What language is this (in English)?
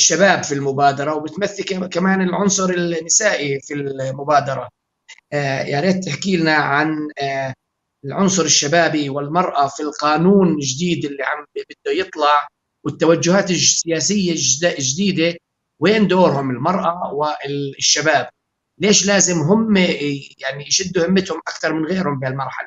North Levantine Arabic